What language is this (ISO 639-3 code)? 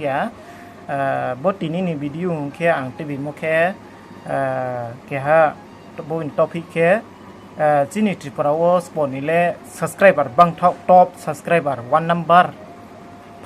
ria